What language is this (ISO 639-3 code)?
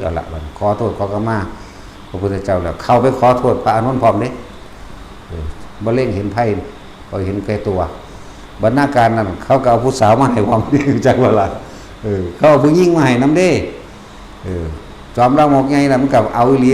tts